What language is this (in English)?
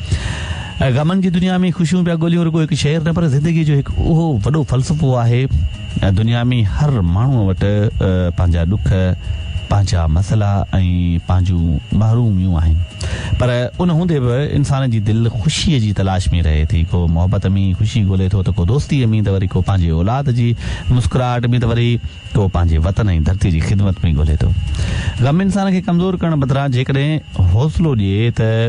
Sindhi